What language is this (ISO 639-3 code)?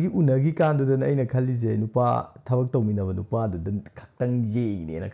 mni